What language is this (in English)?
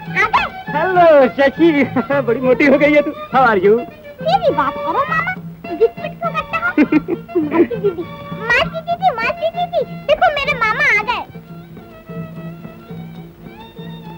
Hindi